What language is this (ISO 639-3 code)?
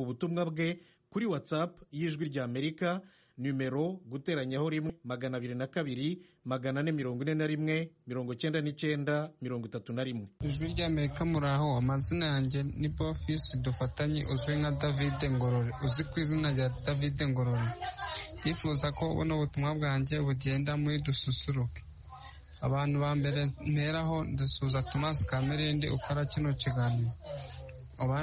kin